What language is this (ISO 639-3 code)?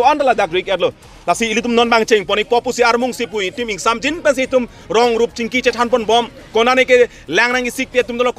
mjw